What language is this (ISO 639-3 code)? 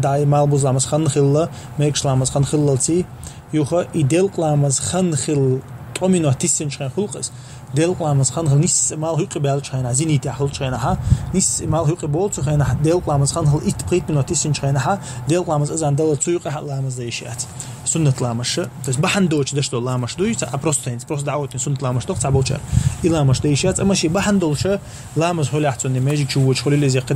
che